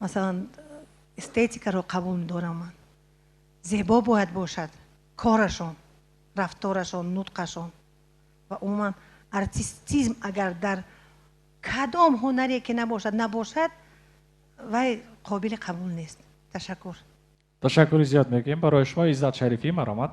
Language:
Tajik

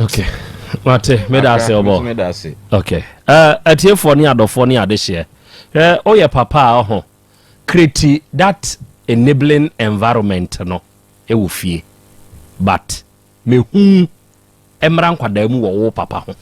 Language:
Akan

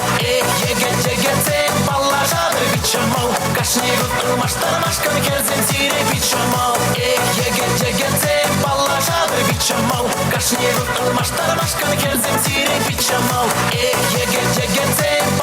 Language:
Chuvash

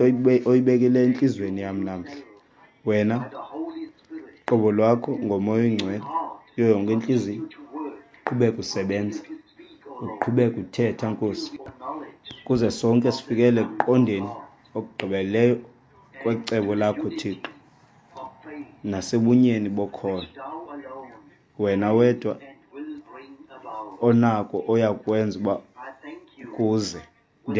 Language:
Xhosa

